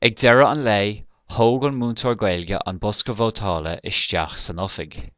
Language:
Irish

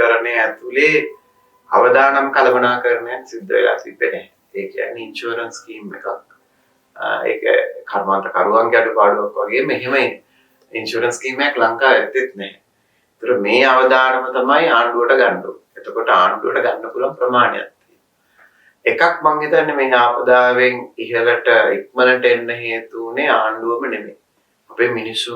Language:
Sinhala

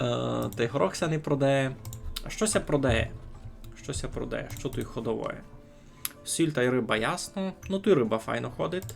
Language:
Rusyn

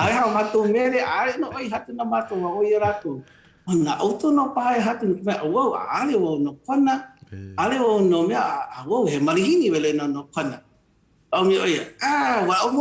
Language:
Hawaiian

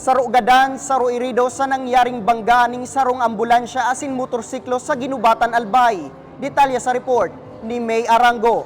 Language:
Bikol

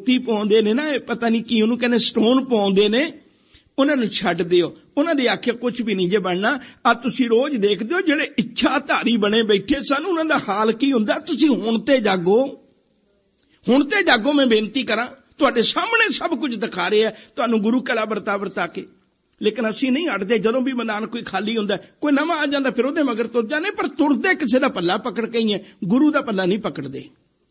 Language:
Punjabi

